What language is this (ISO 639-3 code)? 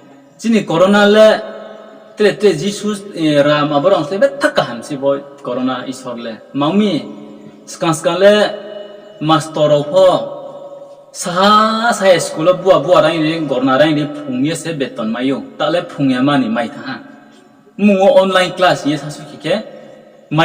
ria